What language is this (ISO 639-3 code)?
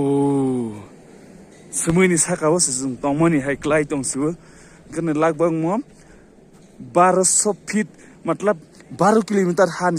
trp